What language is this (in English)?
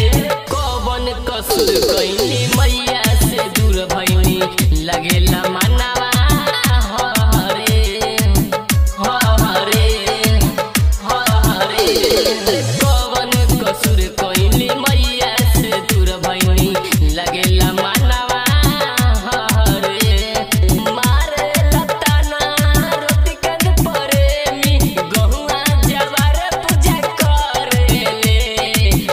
Bhojpuri